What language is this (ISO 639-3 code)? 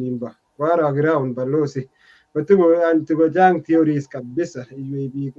kln